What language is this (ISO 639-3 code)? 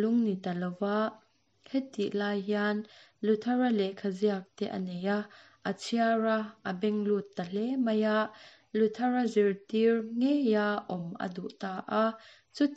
lus